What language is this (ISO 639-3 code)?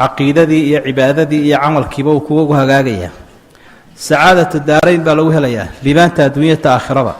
som